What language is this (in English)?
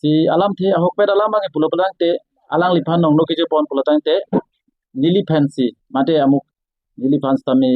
Karbi